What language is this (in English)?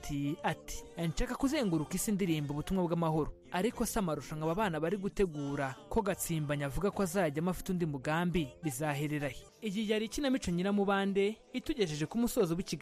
Kinyarwanda